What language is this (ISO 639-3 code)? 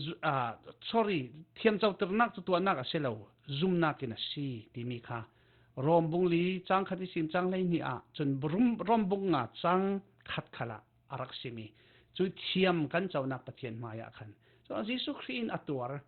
cfm